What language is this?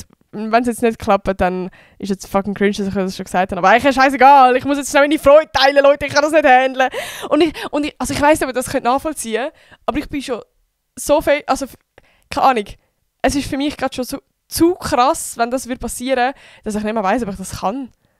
Swiss German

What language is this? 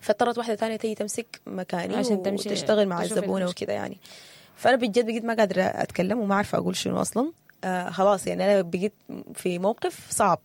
Sudanese Arabic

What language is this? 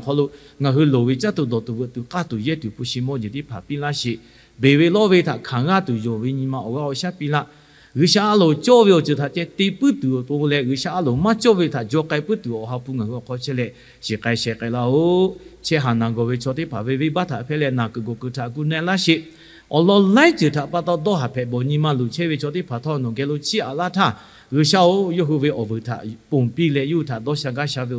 Lahu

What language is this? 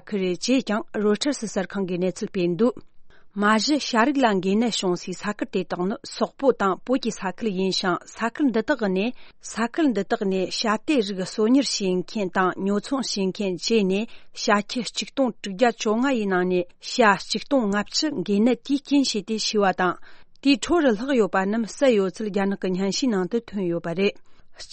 Tibetan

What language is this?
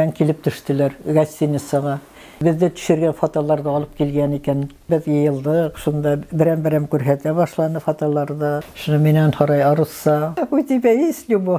Bashkir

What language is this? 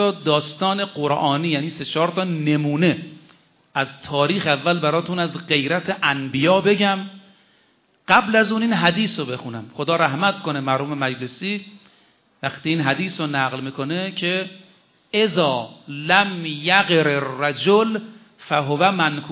Persian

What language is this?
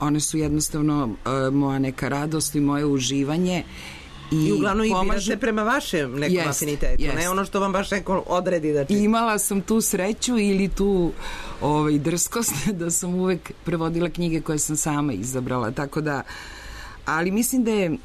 Serbian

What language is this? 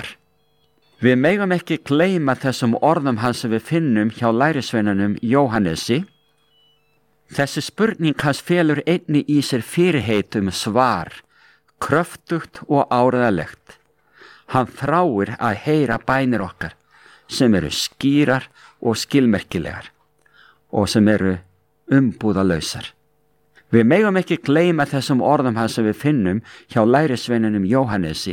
Icelandic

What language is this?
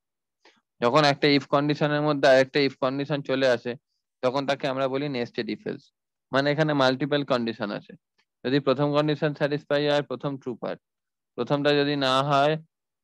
Bangla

